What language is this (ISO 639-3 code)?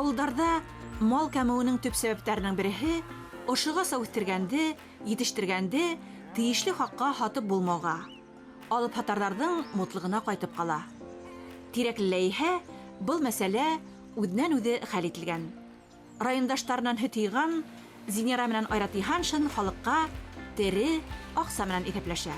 bak